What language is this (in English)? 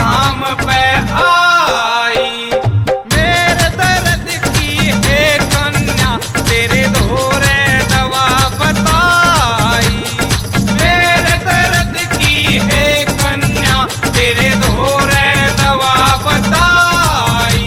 Haryanvi